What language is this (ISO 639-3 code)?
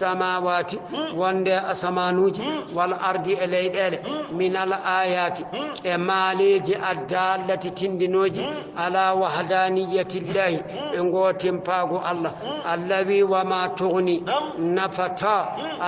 ful